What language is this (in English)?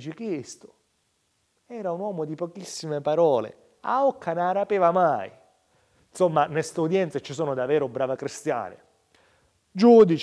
Sicilian